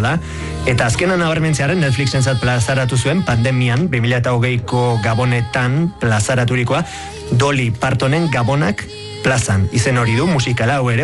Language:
Basque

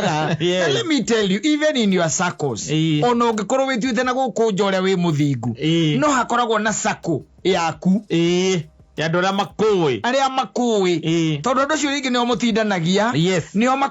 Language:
Kikuyu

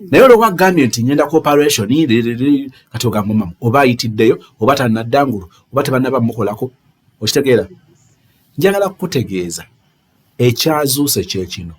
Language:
Ganda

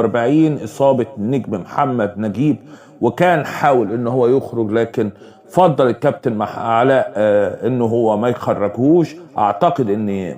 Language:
Egyptian Arabic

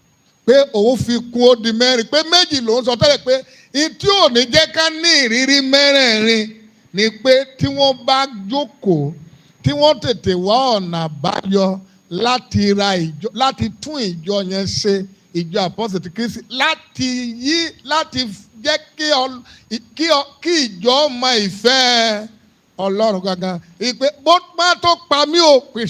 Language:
Yoruba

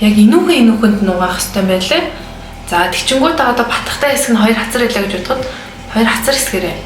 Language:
Mongolian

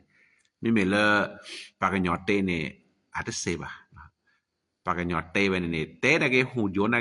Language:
S'gaw Karen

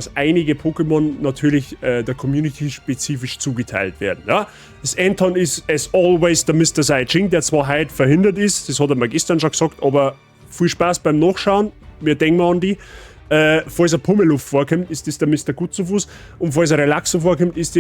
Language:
Bavarian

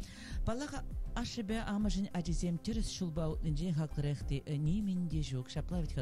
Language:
Chuvash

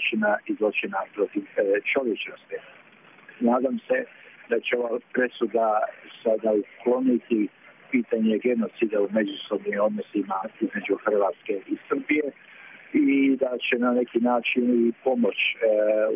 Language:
Bosnian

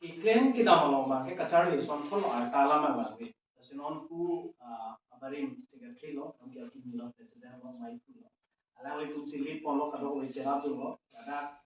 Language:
Karbi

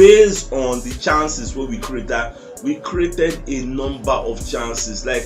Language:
Nigerian Pidgin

